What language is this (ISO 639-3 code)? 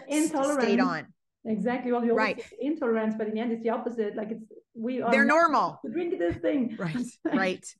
eng